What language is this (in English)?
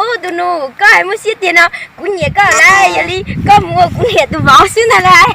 Hmong